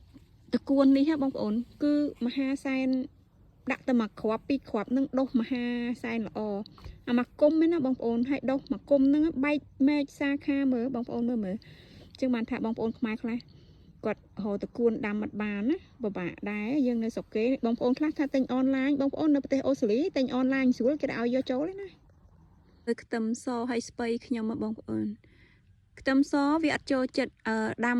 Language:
Khmer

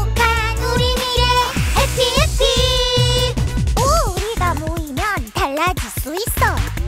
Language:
Korean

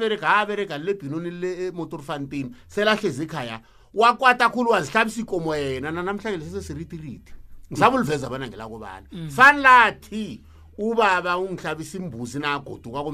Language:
South Ndebele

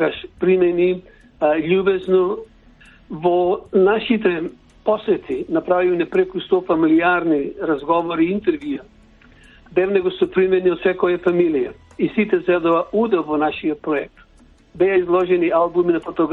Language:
Macedonian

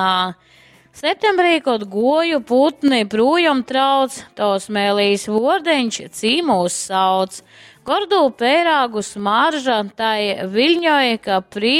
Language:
Latgalian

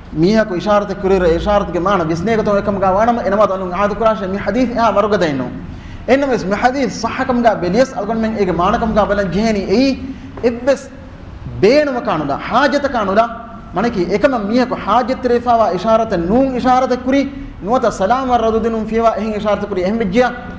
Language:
Divehi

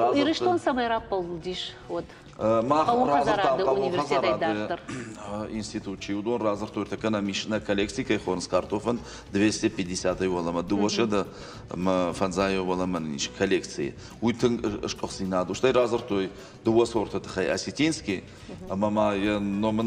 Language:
Ossetic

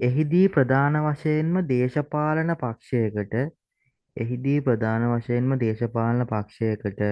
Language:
Sinhala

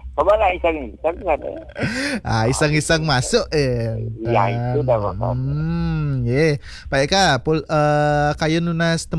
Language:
Balinese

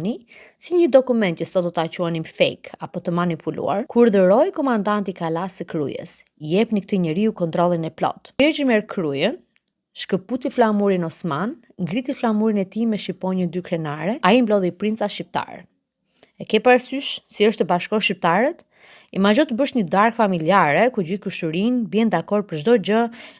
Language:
Albanian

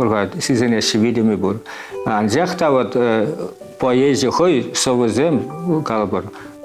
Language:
Chuvash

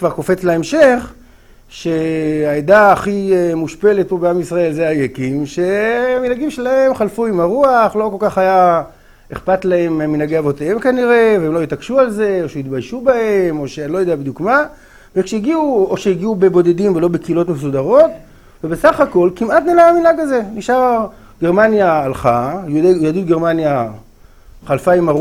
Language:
Hebrew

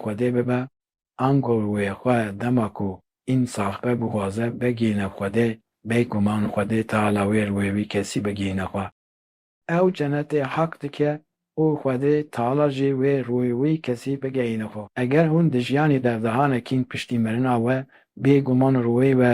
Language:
Kurdish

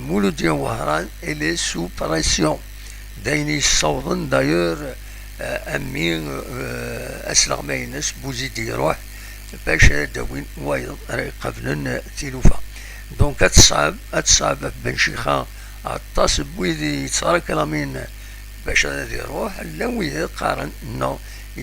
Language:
Kabyle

